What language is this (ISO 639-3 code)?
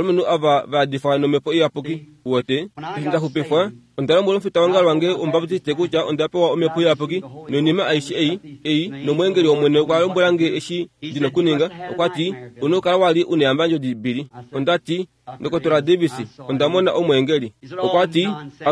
kua